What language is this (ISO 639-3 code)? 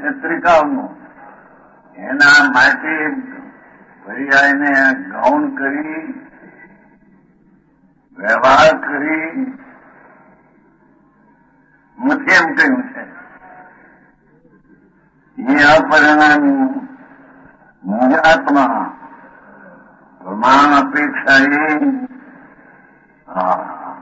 guj